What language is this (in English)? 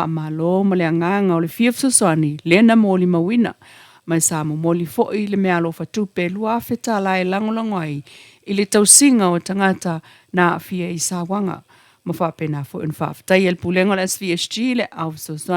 Samoan